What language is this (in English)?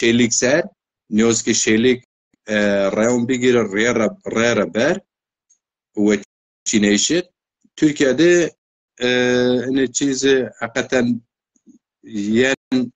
Zaza